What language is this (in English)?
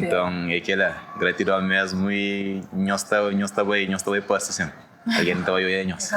Kabuverdianu